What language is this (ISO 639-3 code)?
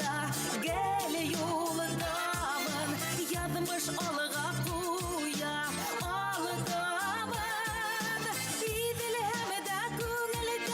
bak